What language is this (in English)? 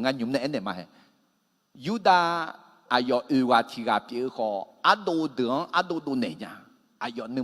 Akha